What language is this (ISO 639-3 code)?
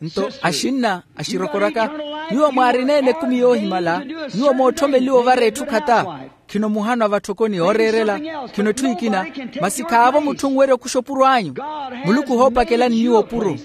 vmw